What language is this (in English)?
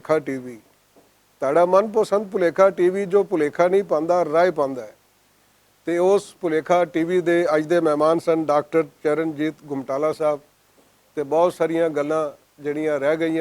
Western Panjabi